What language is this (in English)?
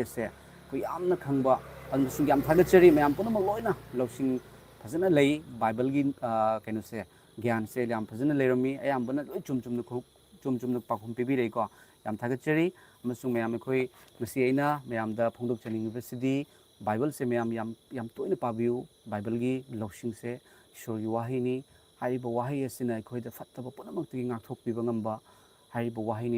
Manipuri